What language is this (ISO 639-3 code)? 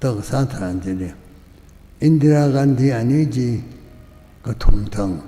nmf